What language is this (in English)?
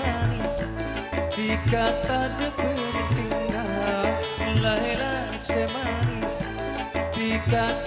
Madurese